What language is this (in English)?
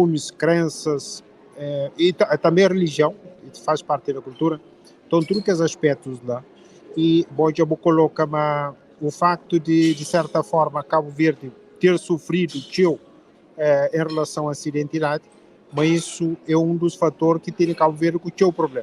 Kabuverdianu